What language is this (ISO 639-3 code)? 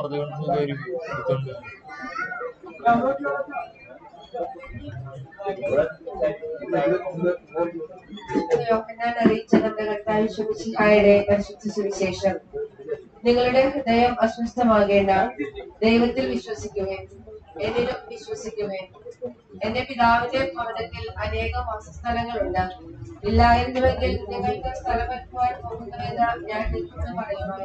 mal